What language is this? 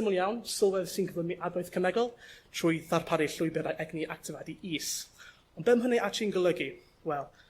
Welsh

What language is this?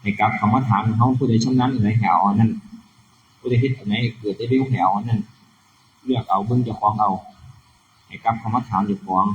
Northeastern Thai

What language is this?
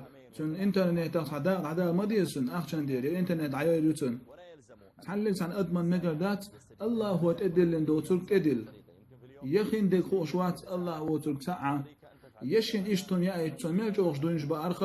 Chechen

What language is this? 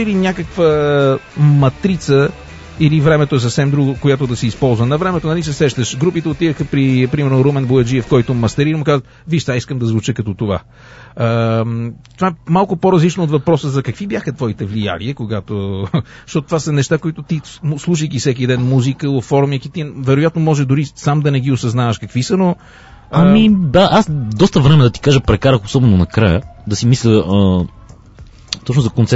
Bulgarian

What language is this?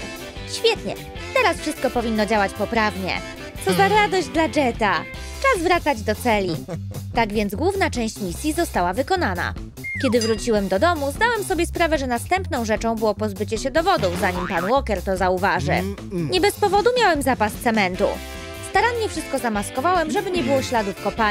Polish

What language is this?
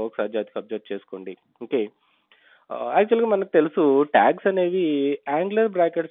Telugu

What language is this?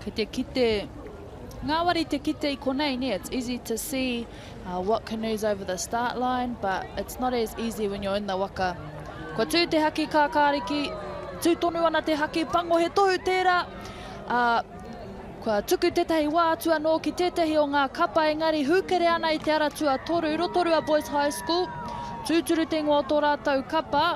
Māori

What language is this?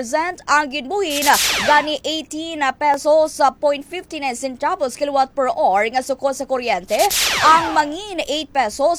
Hiligaynon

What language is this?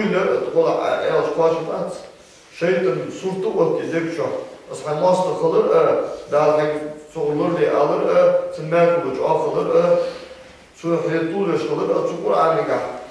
Ingush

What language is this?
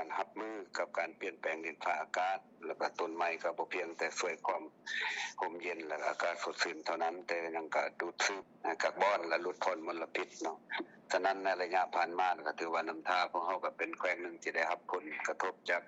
Lao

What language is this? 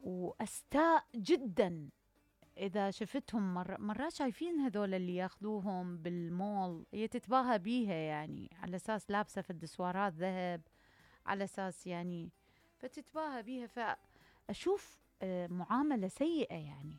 Mesopotamian Arabic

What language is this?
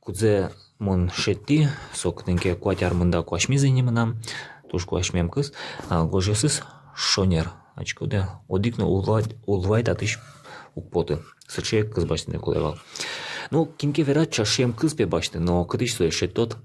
Udmurt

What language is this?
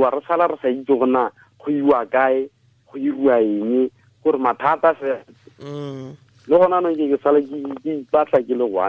Tswana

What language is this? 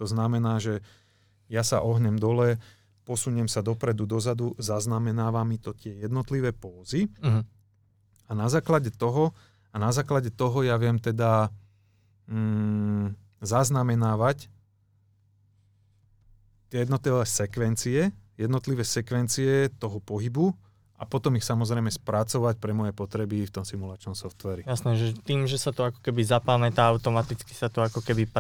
Slovak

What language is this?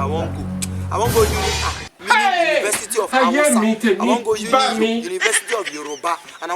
Nigerian Pidgin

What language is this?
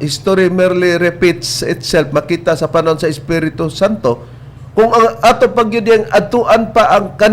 Cebuano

